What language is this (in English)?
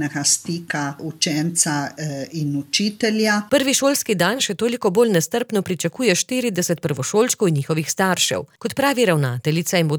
Slovenian